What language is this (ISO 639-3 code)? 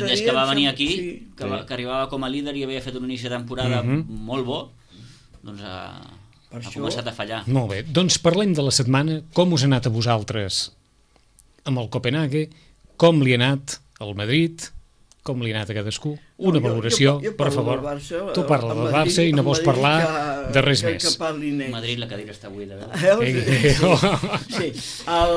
cat